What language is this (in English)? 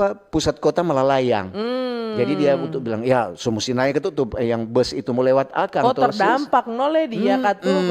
Manado Malay